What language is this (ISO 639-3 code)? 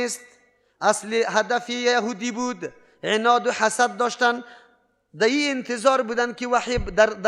fas